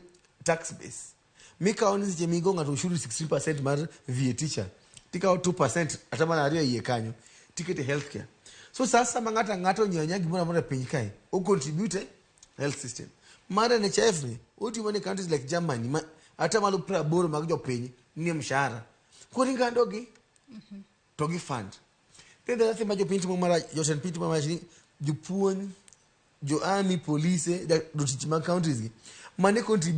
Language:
Luo (Kenya and Tanzania)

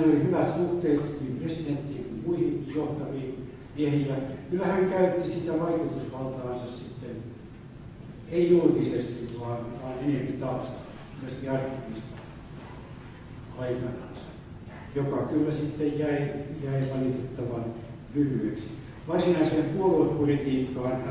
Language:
Finnish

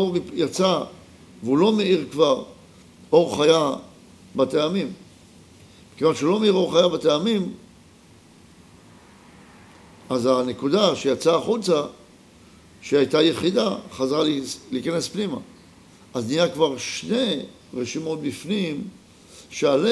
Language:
Hebrew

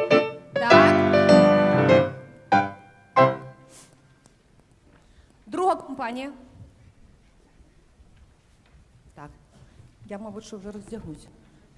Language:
Ukrainian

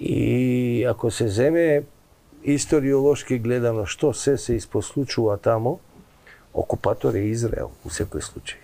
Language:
Macedonian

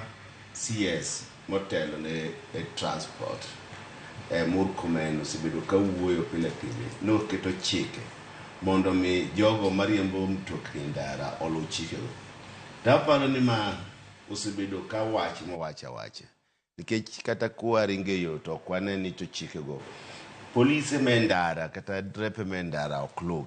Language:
Luo (Kenya and Tanzania)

